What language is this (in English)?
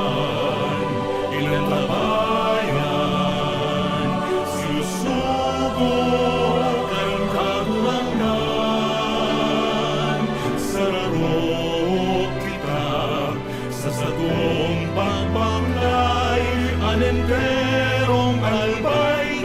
Bikol